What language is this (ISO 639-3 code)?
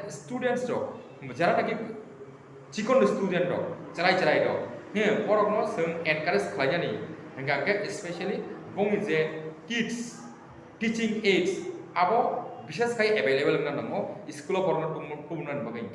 trp